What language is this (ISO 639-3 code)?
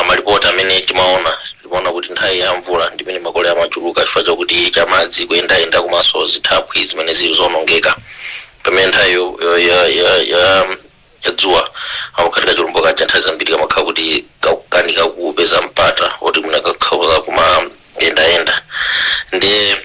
nya